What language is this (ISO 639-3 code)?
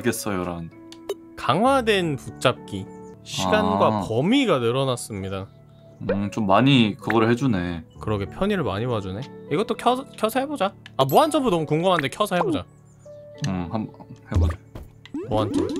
kor